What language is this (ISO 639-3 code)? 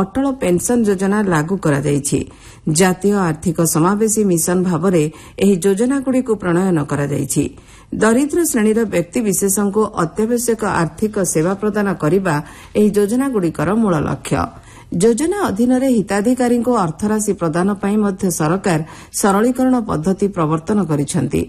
ori